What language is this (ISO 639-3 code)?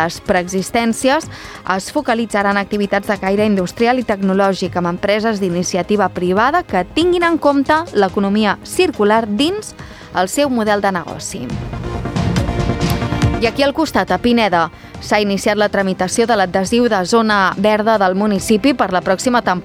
cat